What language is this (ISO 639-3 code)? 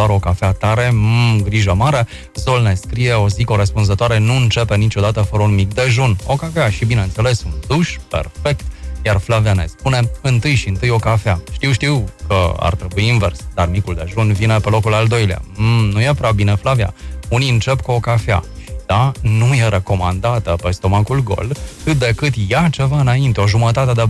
ron